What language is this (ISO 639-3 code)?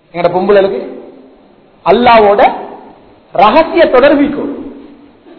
tam